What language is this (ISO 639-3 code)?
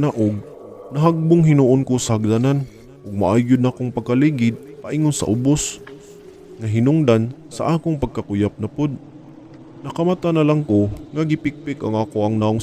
ceb